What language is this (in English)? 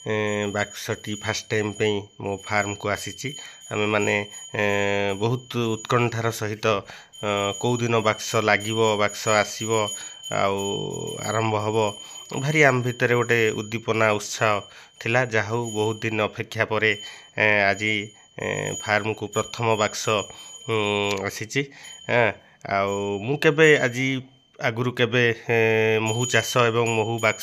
Odia